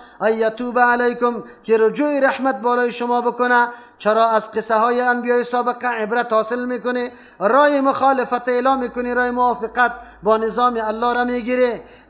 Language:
Persian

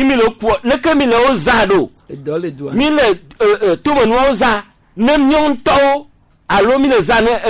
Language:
Gen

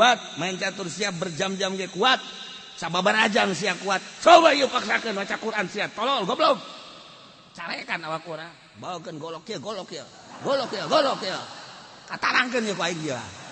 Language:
Sundanese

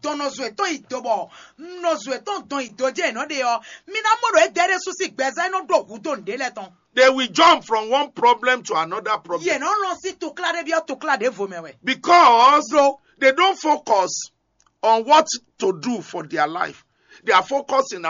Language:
Fon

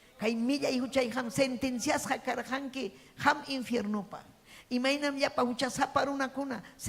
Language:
Ayacucho Quechua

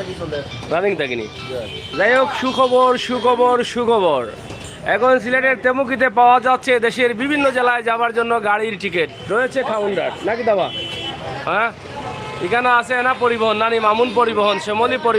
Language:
Sylheti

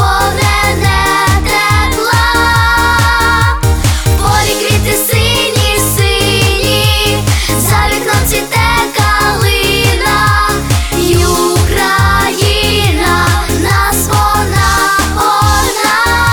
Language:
Ukrainian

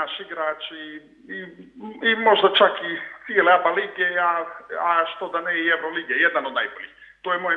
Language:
Serbian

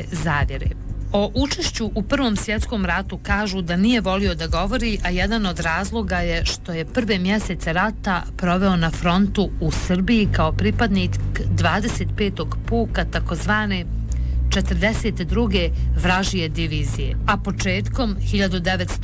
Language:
Bosnian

